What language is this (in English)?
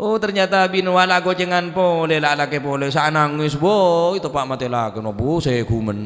Madurese